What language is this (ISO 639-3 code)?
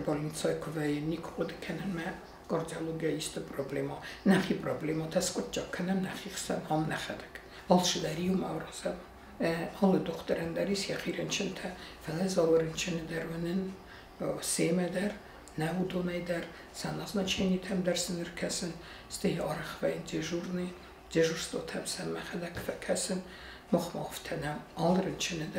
oss